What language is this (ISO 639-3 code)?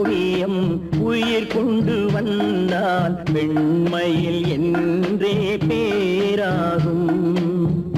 tam